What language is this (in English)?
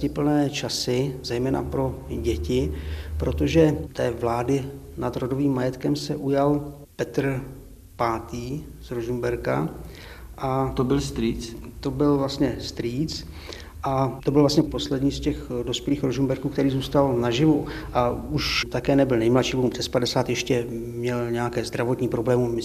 Czech